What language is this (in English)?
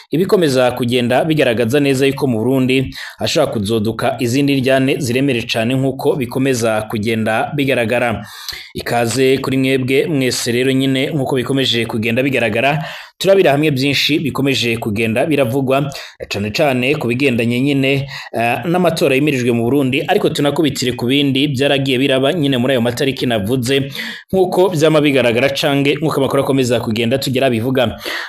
Rundi